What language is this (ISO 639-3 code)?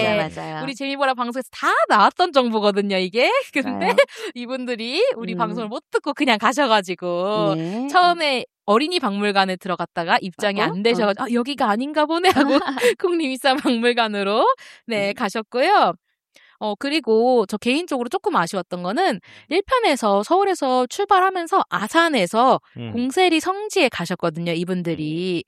kor